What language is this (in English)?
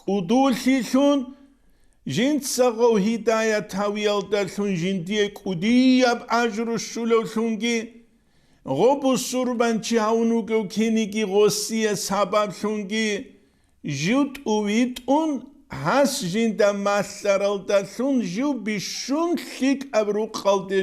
Avaric